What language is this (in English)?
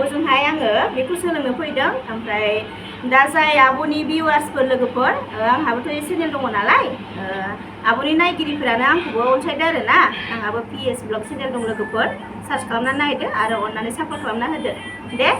Bodo